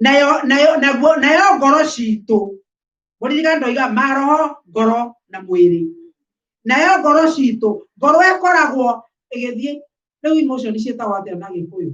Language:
Kikuyu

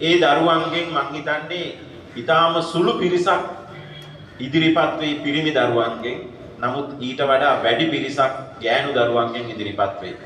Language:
Sinhala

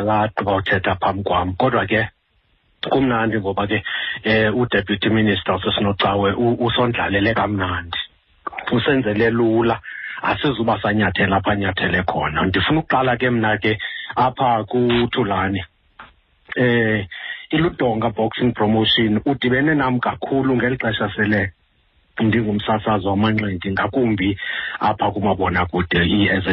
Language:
Xhosa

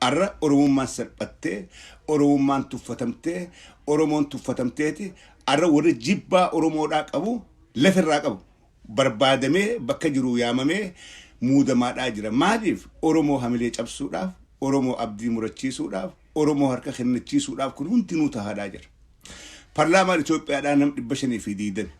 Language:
Oromo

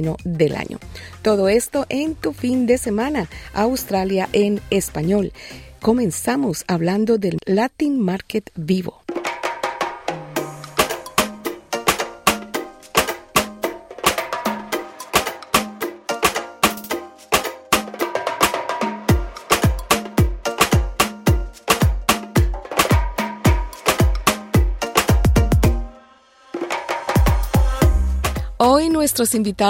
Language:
Spanish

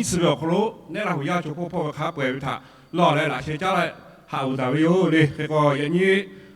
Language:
Lahu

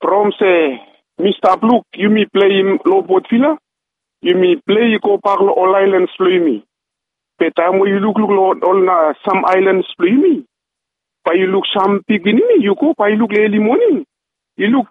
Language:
Bislama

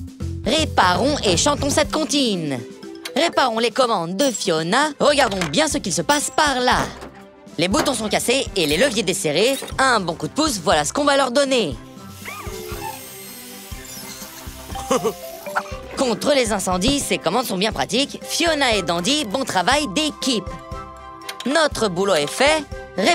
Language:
French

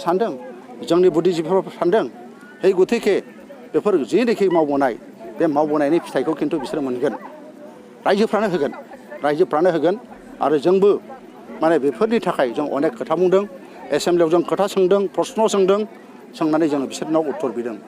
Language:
Bodo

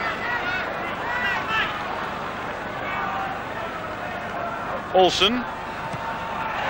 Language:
Dutch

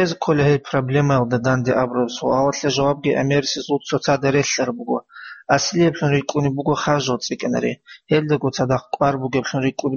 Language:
Avaric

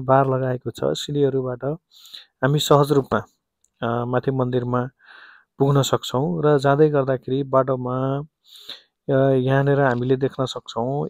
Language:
Nepali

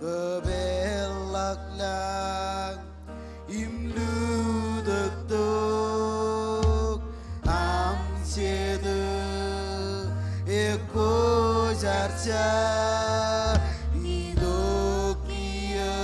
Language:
Marshallese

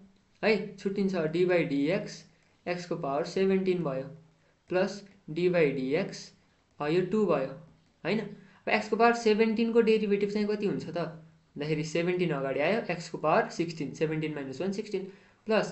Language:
Nepali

